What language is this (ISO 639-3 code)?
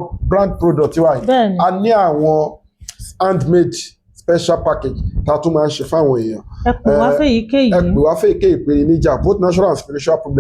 yor